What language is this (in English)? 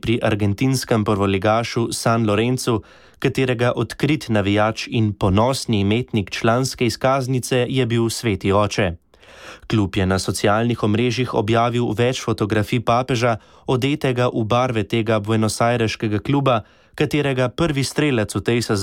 Slovenian